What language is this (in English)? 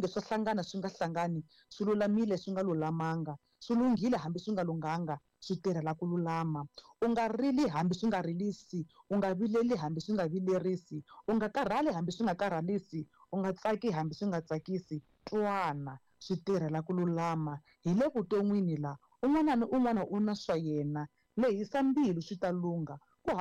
Tsonga